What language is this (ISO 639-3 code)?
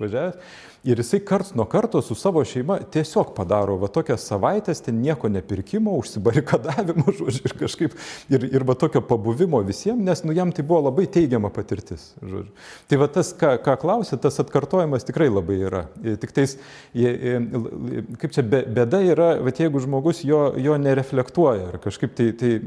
lit